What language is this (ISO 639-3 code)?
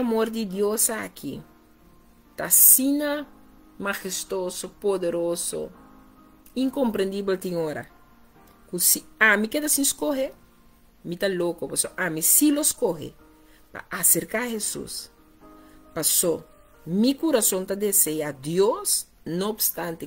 pap